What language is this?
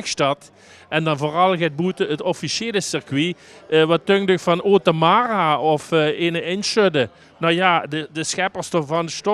Limburgish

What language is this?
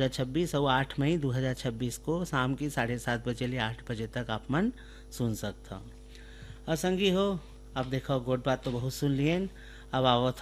Chhattisgarhi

